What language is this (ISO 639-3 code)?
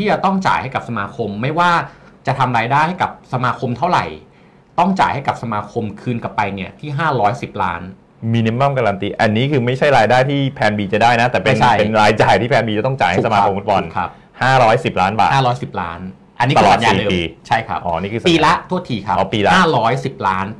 tha